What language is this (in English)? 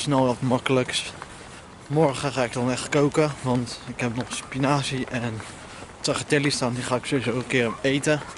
Dutch